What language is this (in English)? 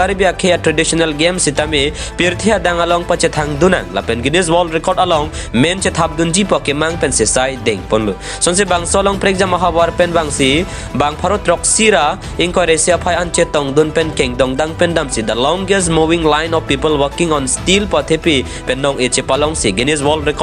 Karbi